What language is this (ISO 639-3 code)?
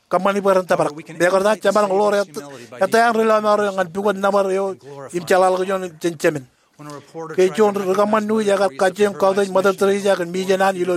mah